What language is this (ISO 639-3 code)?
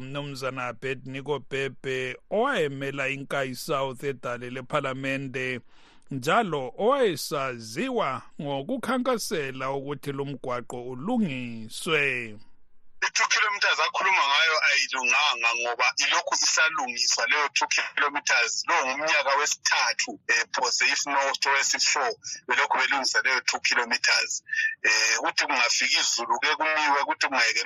nde